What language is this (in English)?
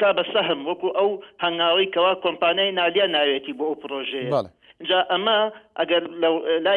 Central Kurdish